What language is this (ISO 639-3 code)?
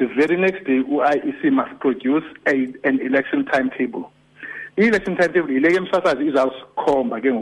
xho